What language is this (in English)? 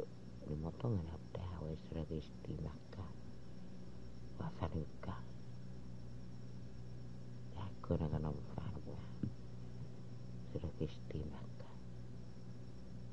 Indonesian